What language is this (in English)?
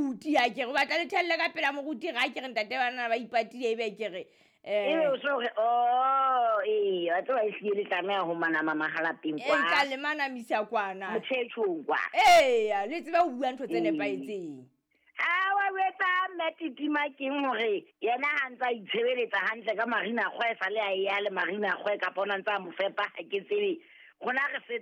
Southern Sotho